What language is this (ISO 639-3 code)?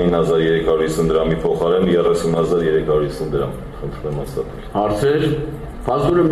hye